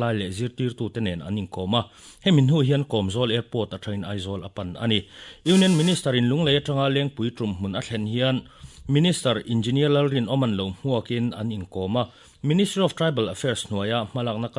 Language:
Mizo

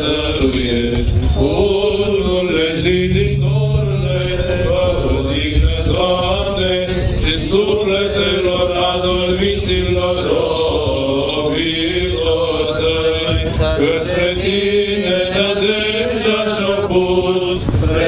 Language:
Romanian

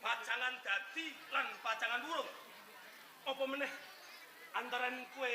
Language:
Javanese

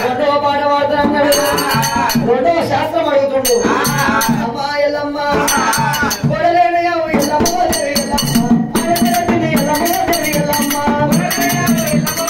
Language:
Telugu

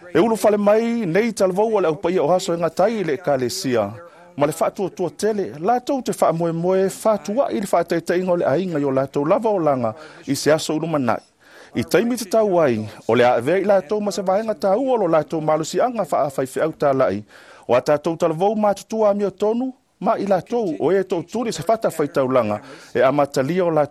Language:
Samoan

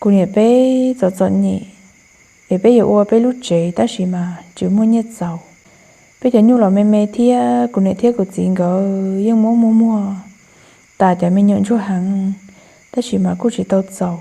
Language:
Hmong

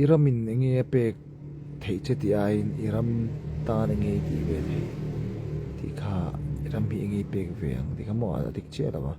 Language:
Mizo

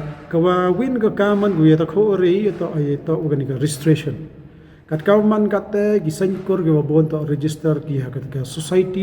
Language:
Pnar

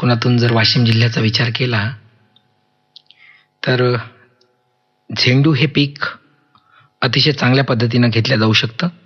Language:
Marathi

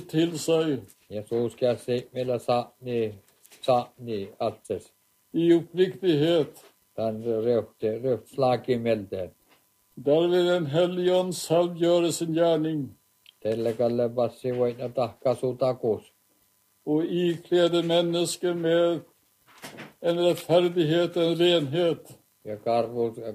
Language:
Norwegian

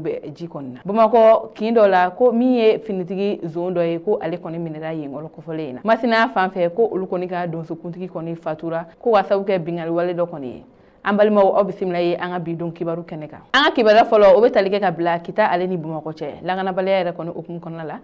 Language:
Bambara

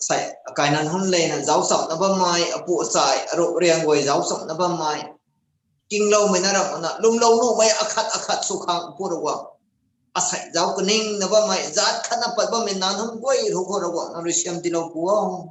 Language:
Rongmei Naga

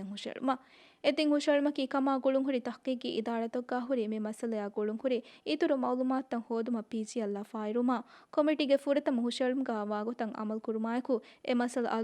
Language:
Divehi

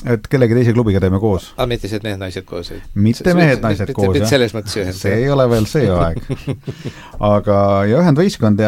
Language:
Estonian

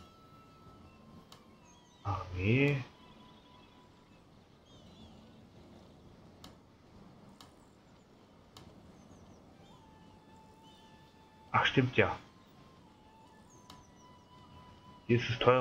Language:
German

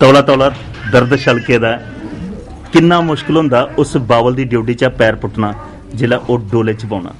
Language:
Dogri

